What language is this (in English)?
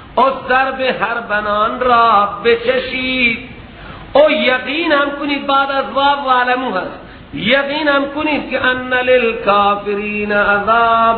Persian